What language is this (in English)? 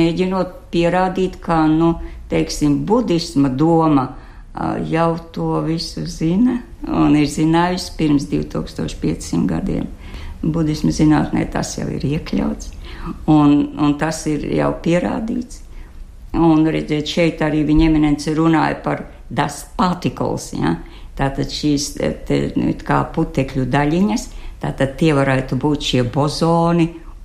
Latvian